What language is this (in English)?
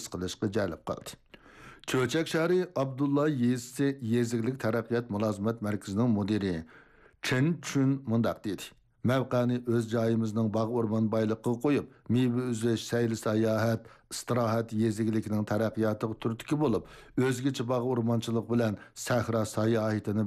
Uyghur